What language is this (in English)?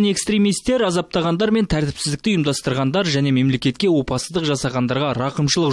Kazakh